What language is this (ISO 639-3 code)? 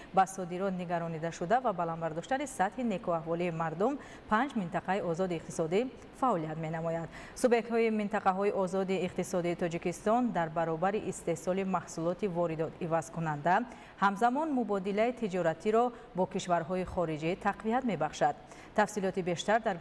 tgk